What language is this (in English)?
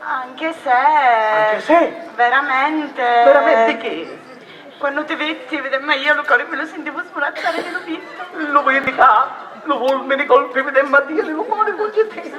Sicilian